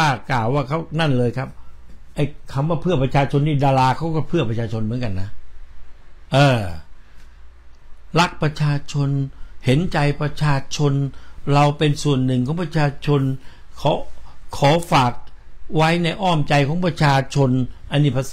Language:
Thai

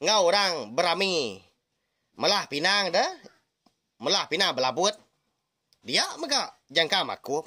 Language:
Iban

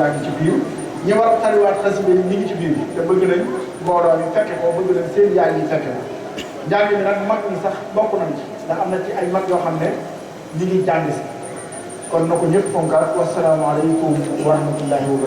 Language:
Wolof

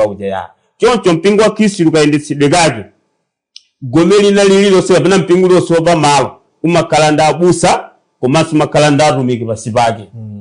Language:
Nyanja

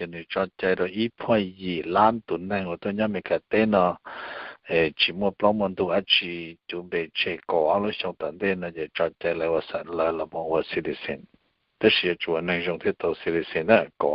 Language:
Hmong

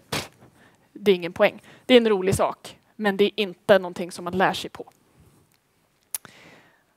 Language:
Swedish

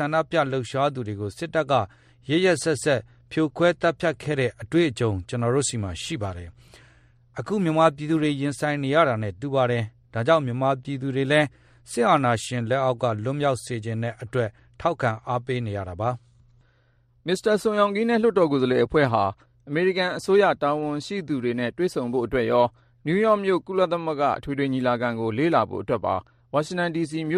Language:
Burmese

